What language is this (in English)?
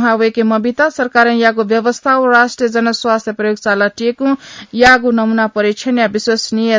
Newari